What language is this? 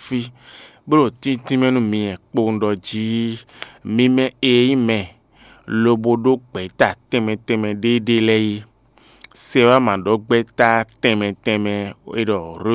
Fon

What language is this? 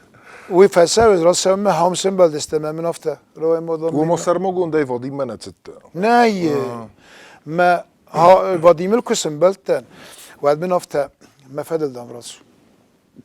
Ossetic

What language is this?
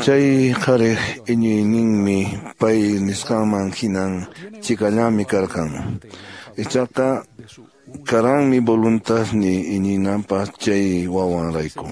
Quechua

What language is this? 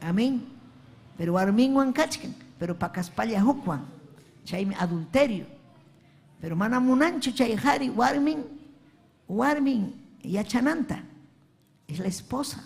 Ayacucho Quechua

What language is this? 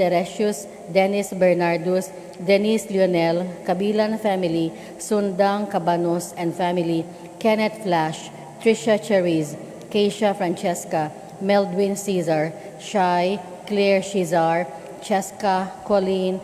Cebuano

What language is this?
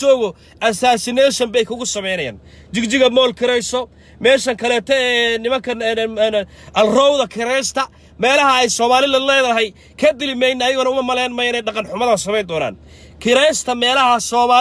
Somali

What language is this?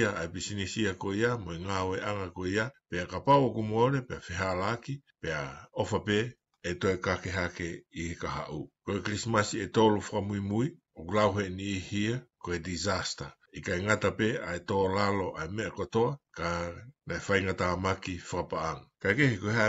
Tongan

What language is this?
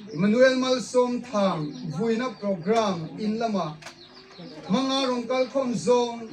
Hmar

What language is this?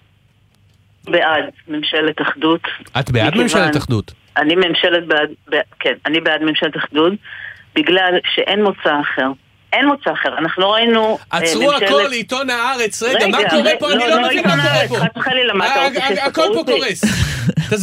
Hebrew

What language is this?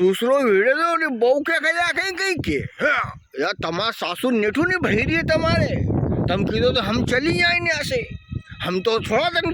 Rajasthani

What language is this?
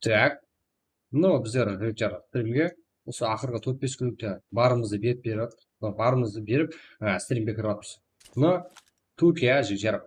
Kara-Kalpak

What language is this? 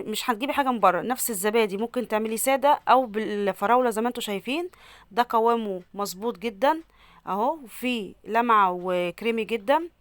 Egyptian Arabic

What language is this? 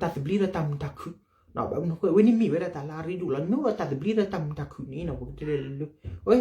S'gaw Karen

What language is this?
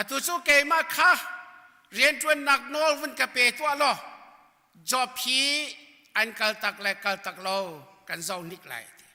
Hakha Chin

